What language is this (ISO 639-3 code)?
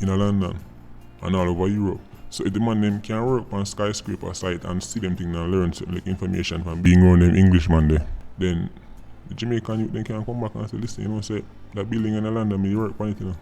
jam